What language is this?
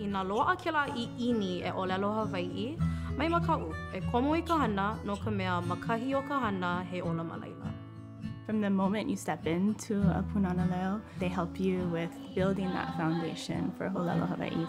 Hawaiian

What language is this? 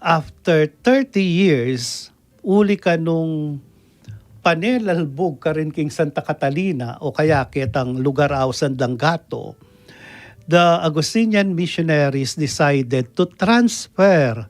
Pampanga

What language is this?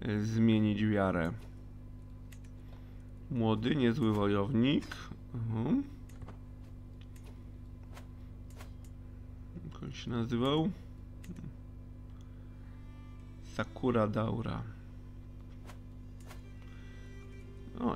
Polish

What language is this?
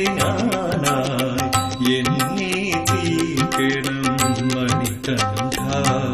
Malayalam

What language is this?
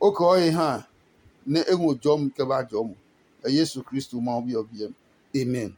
Adangme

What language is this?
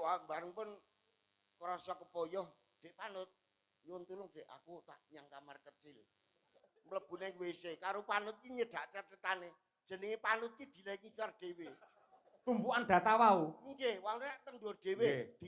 Javanese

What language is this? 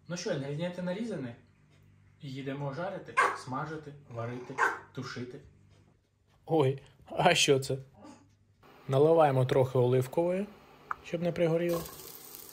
Ukrainian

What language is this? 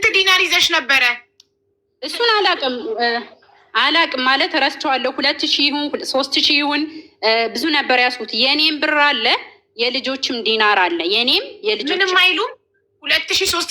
Amharic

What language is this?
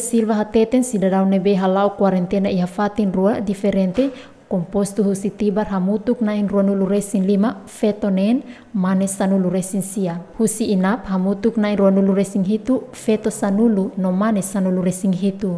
Tetum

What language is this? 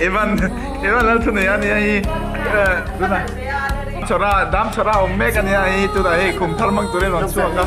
Mizo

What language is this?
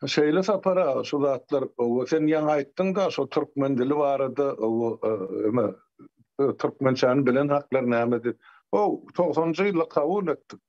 Turkmen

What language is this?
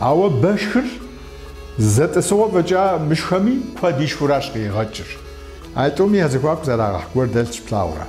Kabardian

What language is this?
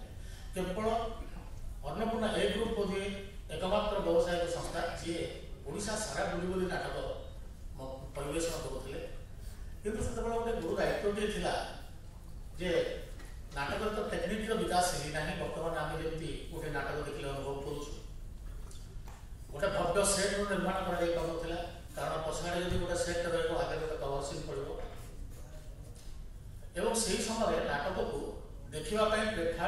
Odia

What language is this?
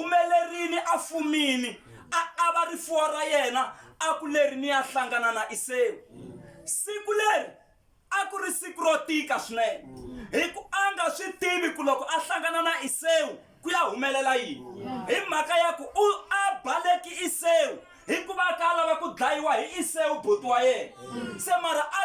Tsonga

